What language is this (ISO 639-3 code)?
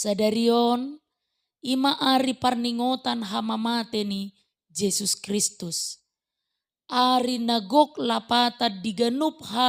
bbc